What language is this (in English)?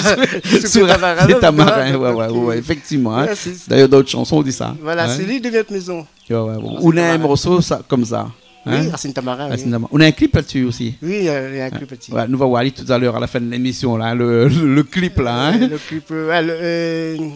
Réunion Creole French